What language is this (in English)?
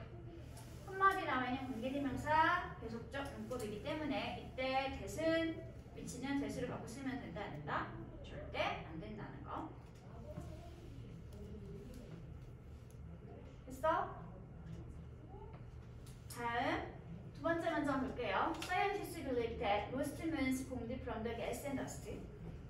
Korean